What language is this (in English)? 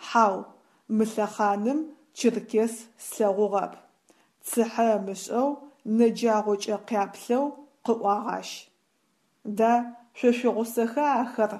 Adyghe